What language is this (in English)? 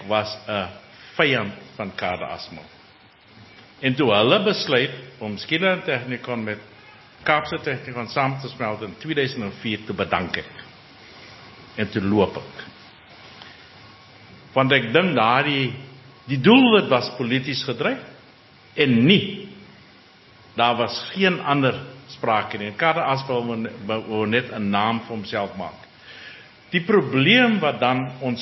Afrikaans